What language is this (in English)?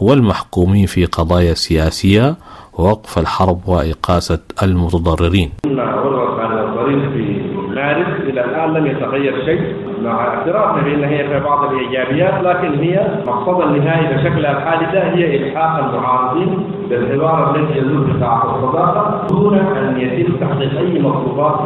Sudanese Arabic